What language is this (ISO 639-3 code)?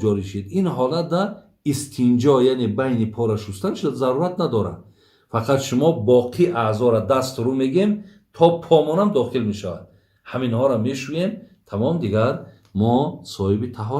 tgk